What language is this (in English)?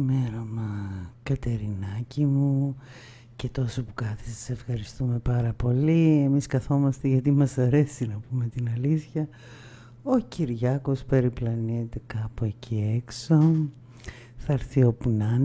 Greek